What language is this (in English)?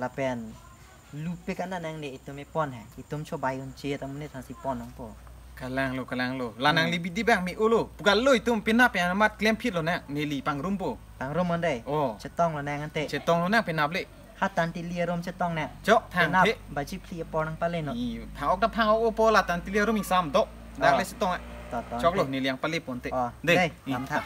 Karbi